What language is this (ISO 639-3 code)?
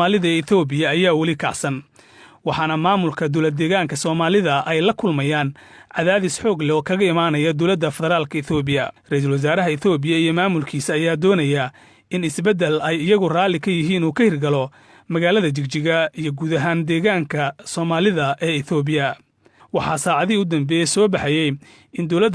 som